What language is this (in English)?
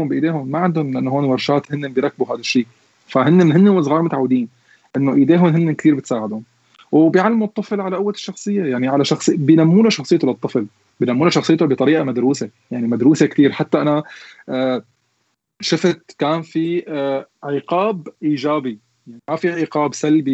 North Levantine Arabic